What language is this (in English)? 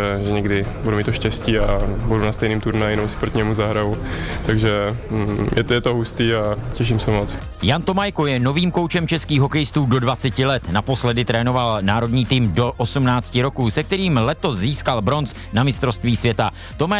Czech